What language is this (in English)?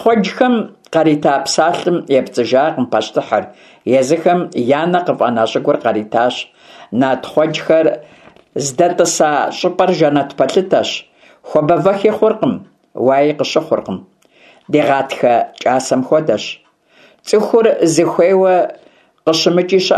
Kabardian